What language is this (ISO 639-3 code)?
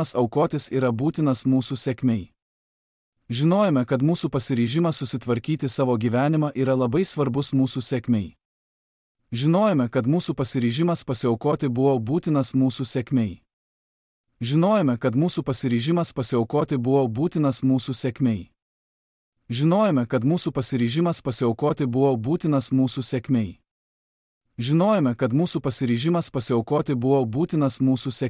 lit